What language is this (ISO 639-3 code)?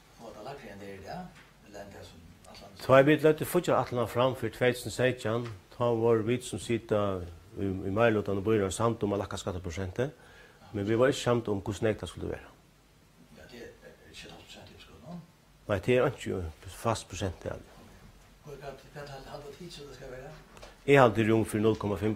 fao